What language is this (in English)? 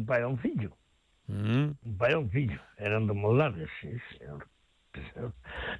Galician